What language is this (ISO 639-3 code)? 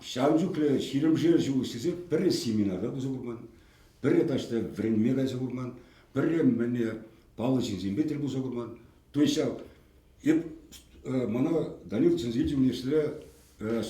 chv